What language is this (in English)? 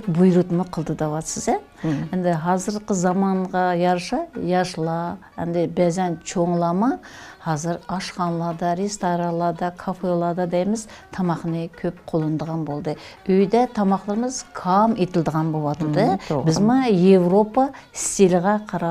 Uyghur